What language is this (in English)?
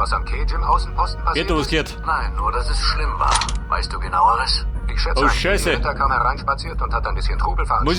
Bavarian